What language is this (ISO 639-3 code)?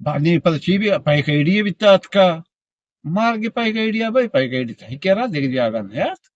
bgp